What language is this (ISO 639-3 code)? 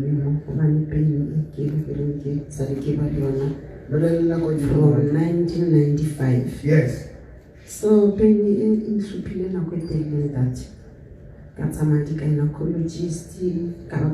sot